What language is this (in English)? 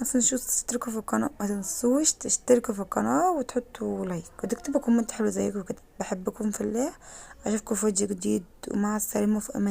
Egyptian Arabic